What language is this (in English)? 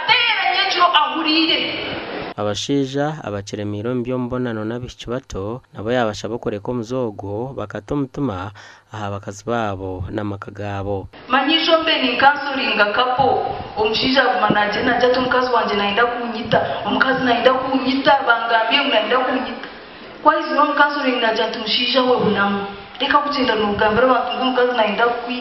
Nyankole